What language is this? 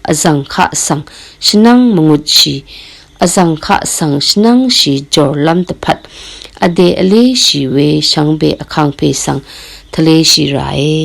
Rawang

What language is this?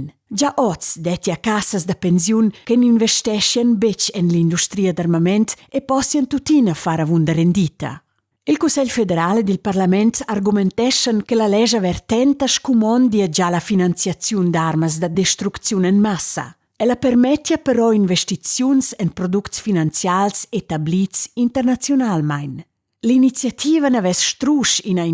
Romansh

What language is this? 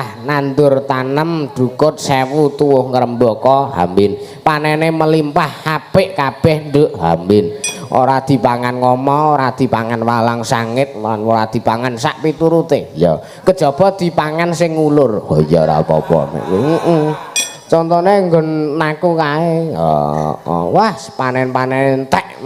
Javanese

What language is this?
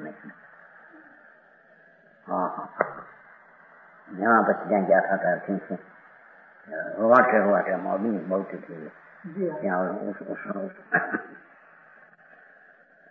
Gujarati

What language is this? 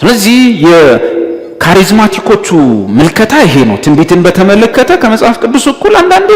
Amharic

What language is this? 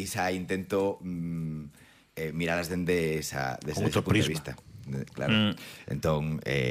Galician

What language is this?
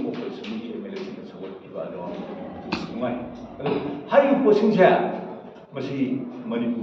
Manipuri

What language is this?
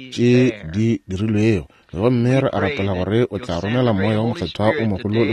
Northern Sotho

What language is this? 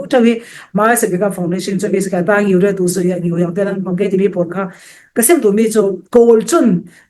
Falam Chin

